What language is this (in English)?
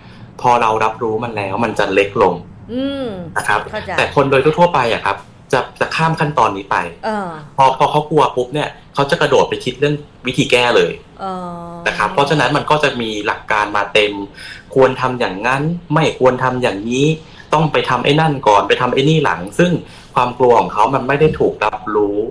Thai